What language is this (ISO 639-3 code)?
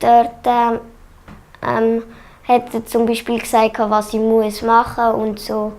gsw